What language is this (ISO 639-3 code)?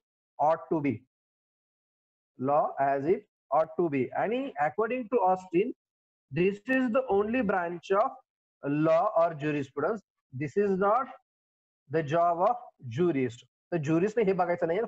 mar